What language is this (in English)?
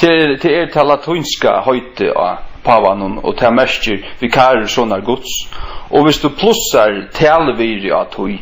Faroese